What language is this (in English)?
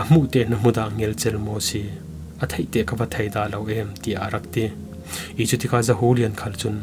Falam Chin